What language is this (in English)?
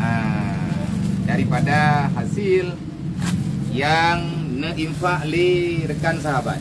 Achinese